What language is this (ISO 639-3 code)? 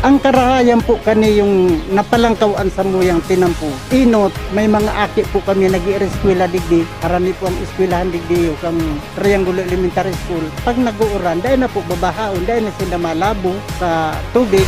bik